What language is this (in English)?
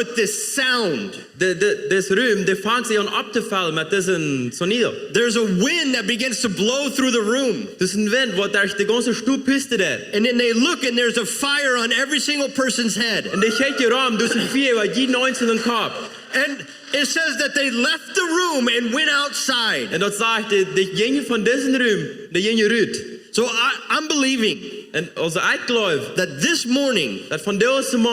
Plautdietsch